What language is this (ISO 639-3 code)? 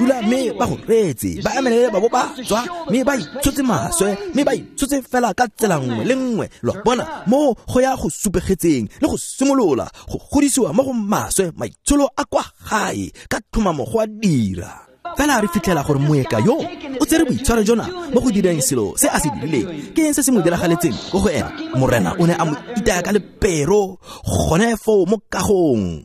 tsn